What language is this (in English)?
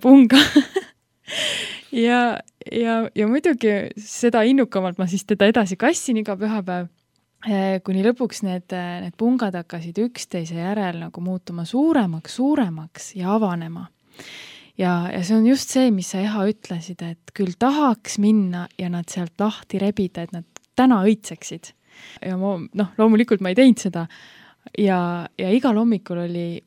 Estonian